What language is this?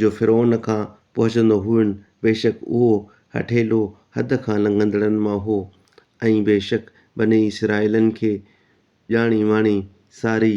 Sindhi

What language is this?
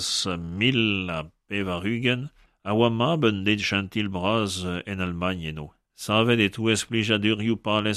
Breton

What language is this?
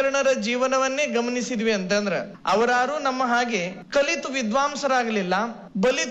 Kannada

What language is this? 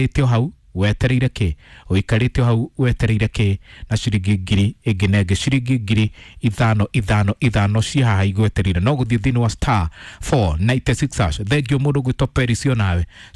Kikuyu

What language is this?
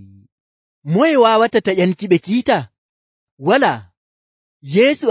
Nigerian Fulfulde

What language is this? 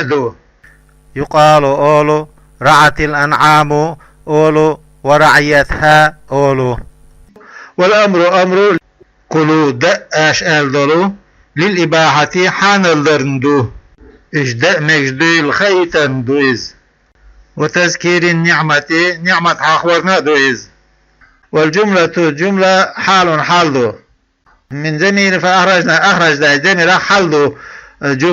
Chechen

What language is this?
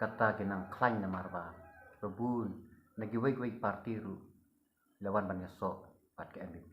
Khasi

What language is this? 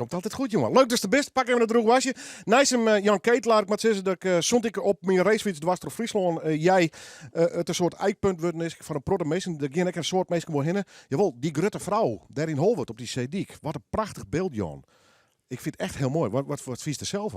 Western Frisian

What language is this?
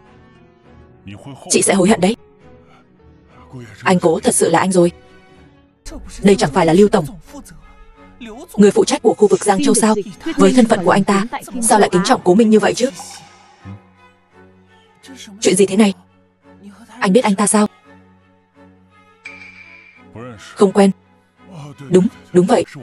Vietnamese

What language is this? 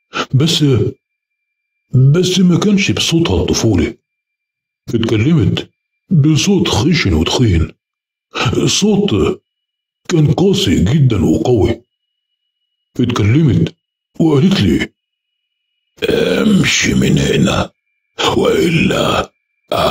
Egyptian Arabic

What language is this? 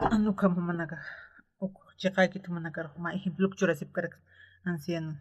Aymara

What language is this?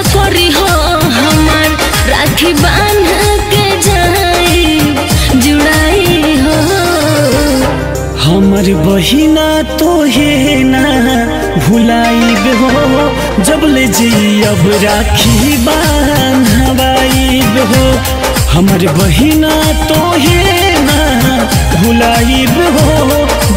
Bhojpuri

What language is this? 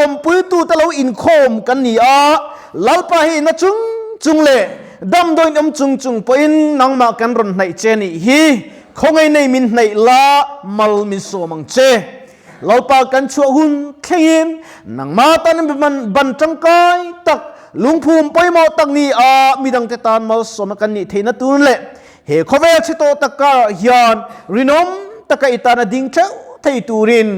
Mizo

